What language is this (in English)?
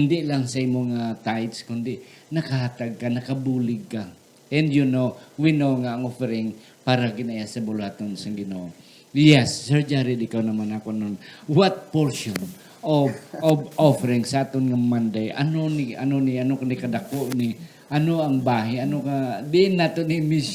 Hiligaynon